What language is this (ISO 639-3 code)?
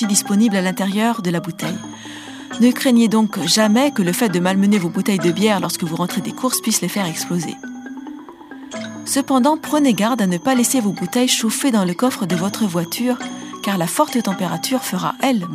fra